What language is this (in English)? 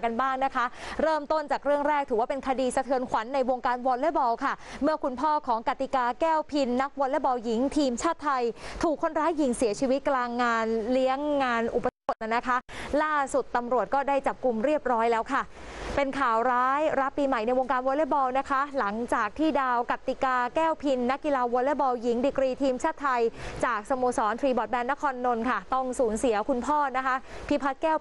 Thai